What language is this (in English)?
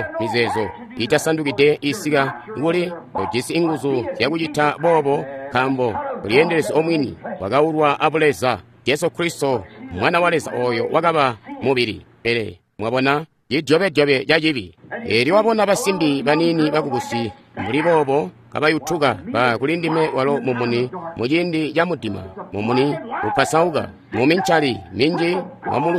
Tonga (Zambia)